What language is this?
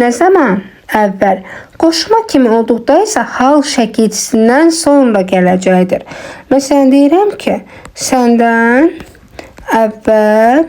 Azerbaijani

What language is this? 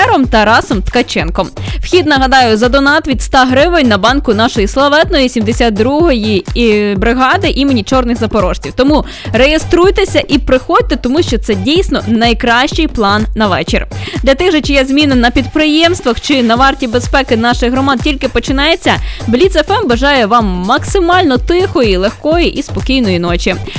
Ukrainian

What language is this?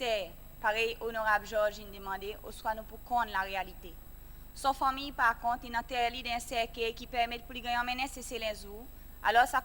Seselwa Creole French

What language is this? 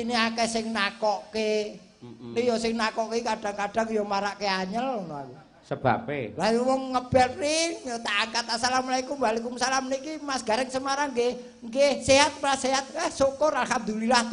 Javanese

